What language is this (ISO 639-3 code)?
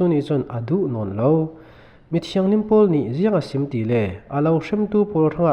cfm